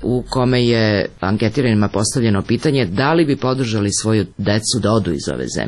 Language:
Serbian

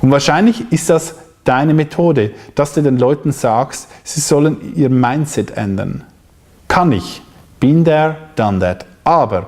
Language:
Swiss German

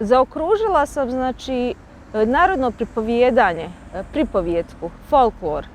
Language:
Bosnian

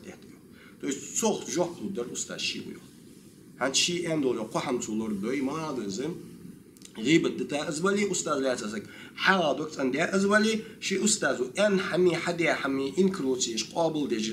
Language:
Ingush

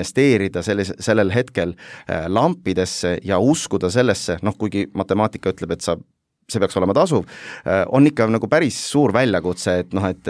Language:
Estonian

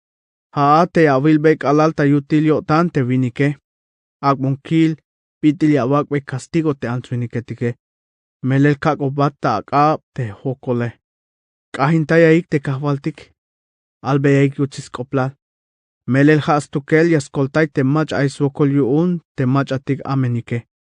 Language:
Tzeltal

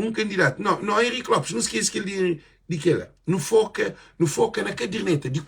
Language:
Kabuverdianu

